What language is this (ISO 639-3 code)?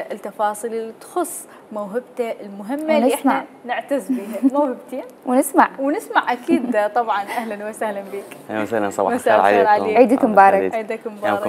acm